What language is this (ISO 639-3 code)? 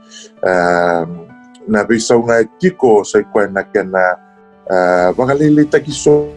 fij